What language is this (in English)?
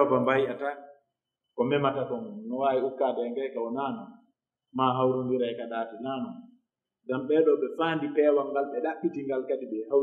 Pular